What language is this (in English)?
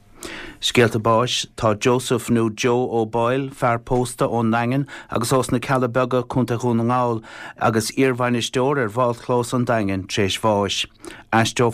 Irish